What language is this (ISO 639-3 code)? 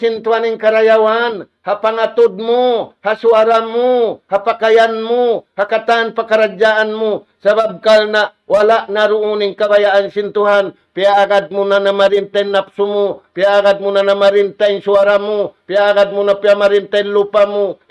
tsg